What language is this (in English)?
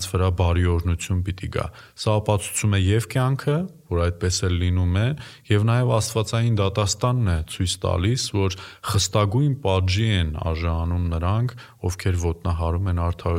Armenian